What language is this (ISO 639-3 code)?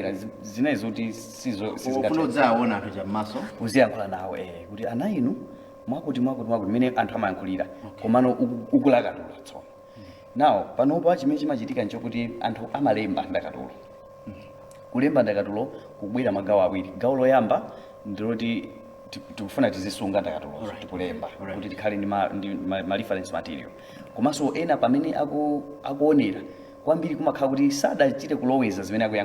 nya